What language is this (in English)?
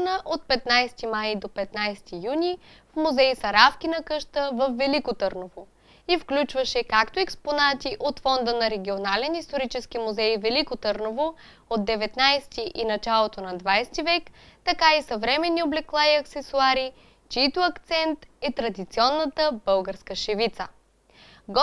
Bulgarian